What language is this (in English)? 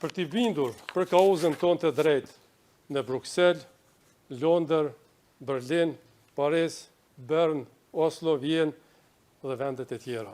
Albanian